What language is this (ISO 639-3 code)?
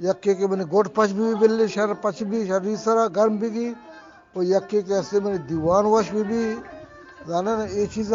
bgp